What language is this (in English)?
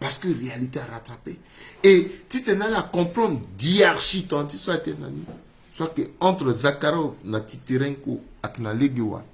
Sango